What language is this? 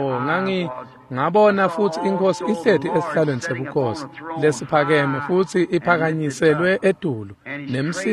Swati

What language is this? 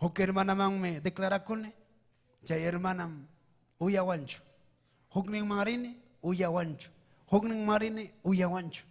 Ayacucho Quechua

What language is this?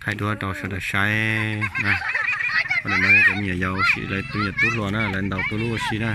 Hmong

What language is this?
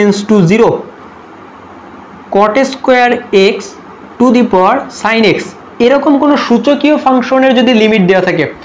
Bangla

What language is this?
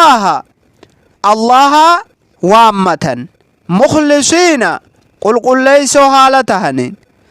Oromo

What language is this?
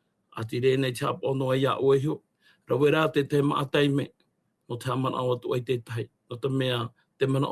Tahitian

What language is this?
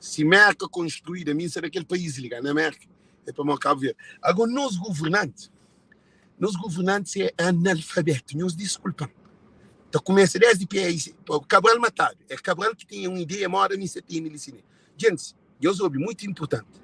Kabuverdianu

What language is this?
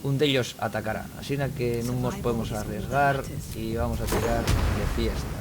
Asturian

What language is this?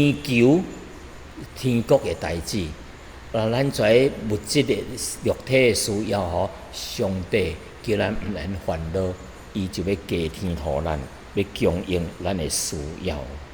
Min Nan Chinese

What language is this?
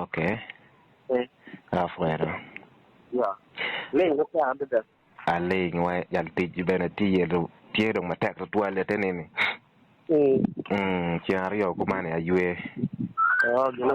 Acoli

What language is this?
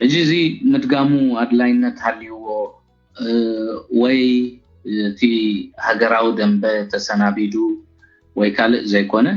Tigrinya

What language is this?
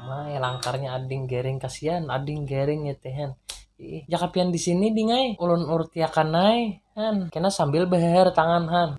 Banjar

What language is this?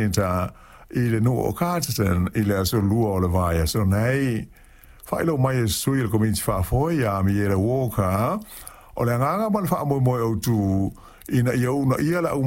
Samoan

